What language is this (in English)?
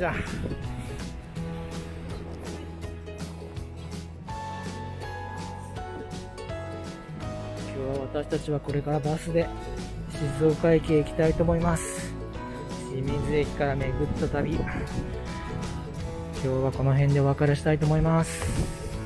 Japanese